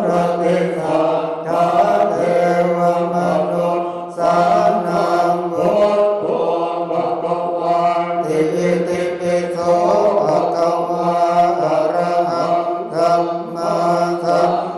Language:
Pali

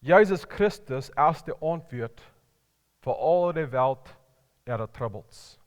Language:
Plautdietsch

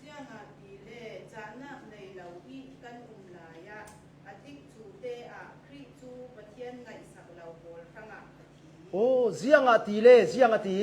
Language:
Hakha Chin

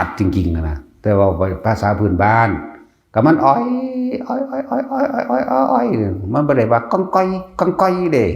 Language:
Northeastern Thai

